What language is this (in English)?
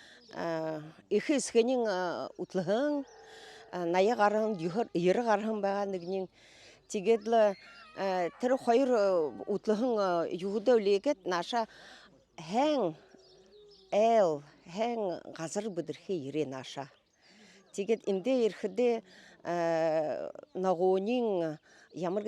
Buriat